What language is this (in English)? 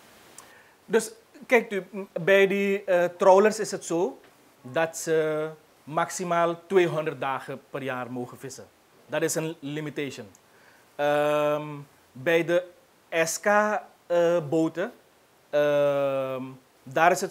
Dutch